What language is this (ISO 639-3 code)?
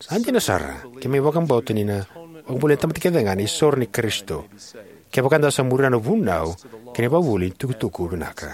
fij